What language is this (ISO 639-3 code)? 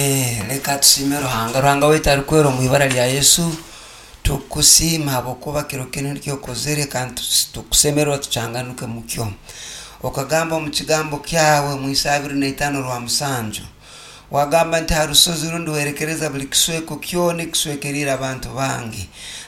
nyo